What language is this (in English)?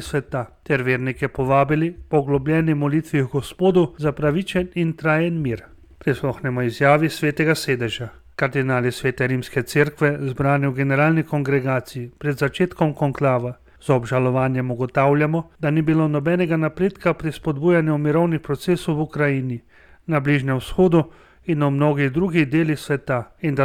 Slovenian